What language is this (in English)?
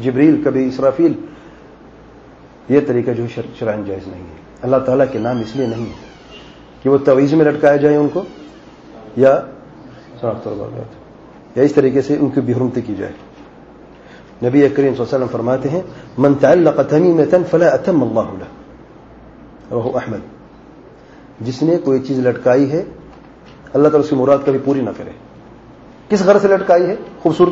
Urdu